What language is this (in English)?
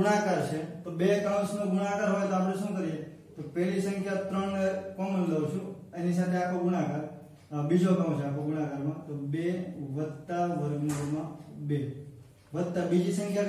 Gujarati